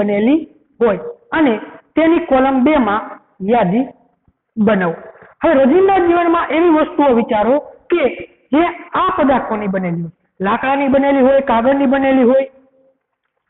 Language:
Gujarati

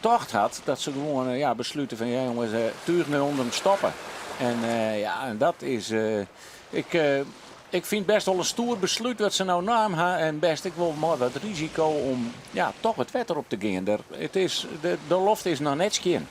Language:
Western Frisian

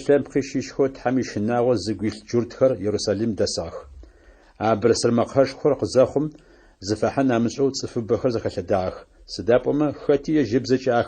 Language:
Adyghe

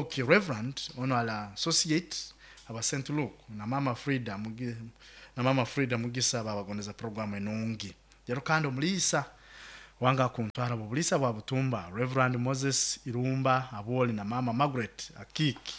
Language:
Nyoro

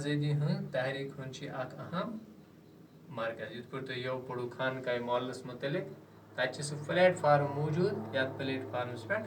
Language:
Kashmiri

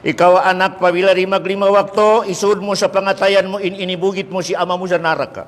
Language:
Tausug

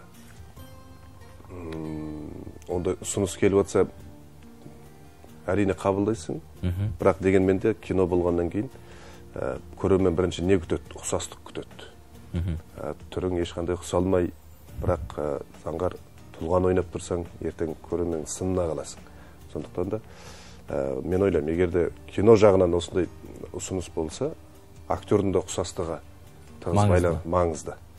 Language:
Kazakh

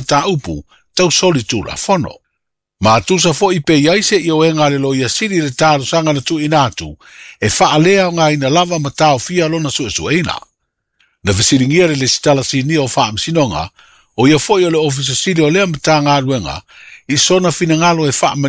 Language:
Samoan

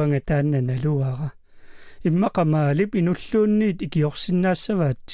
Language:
Kalaallisut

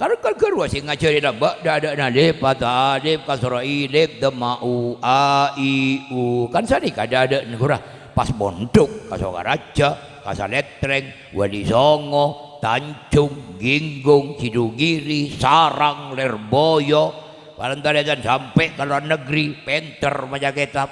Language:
Madurese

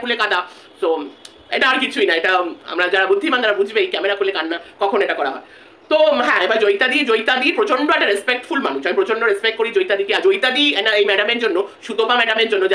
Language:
Bangla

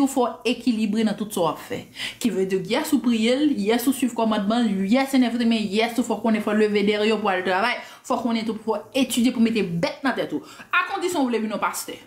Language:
Haitian Creole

